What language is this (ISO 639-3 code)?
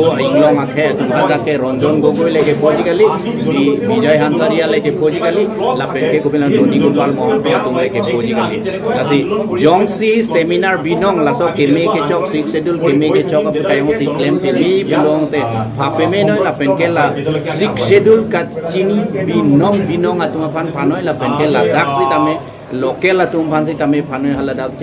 mjw